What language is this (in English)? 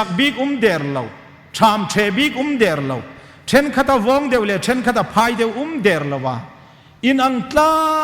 Hmar